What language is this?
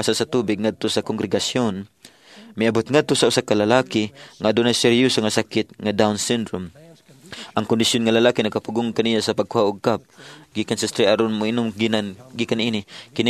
Cebuano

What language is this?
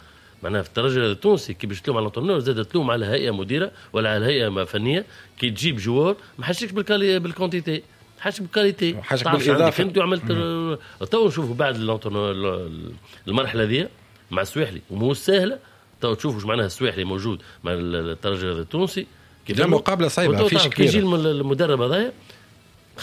Tunisian Arabic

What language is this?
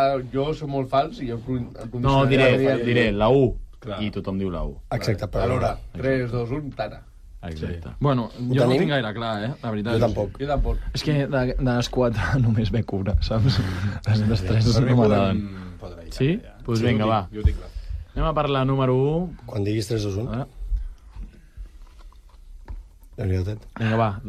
Catalan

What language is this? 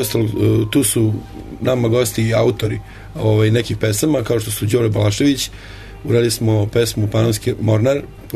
Serbian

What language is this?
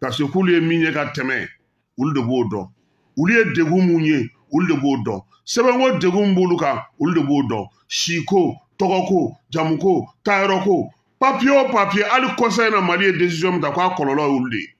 Bambara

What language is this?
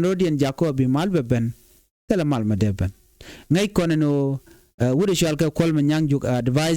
Nuer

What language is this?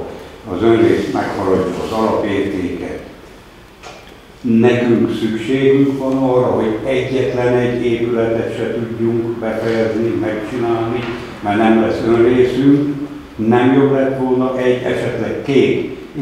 Hungarian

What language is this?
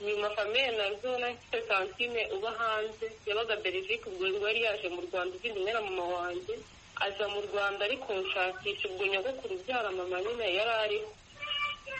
Kinyarwanda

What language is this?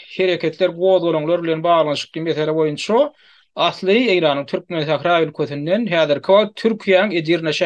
Turkmen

